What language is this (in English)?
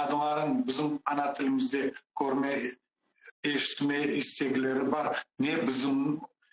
Crimean Tatar